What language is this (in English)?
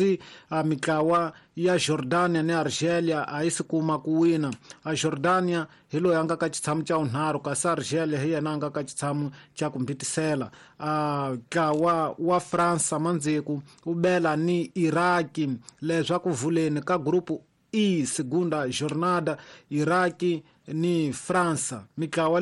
Tsonga